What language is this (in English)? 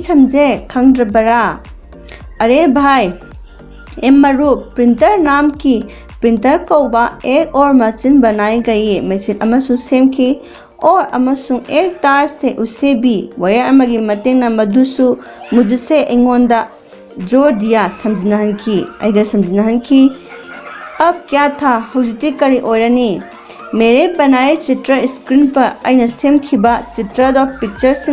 Manipuri